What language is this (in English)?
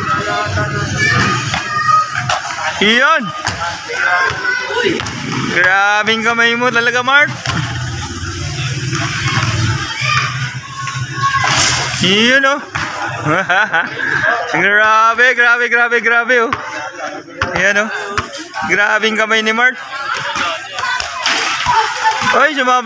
Filipino